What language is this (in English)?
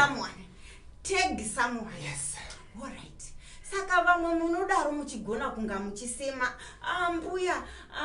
Shona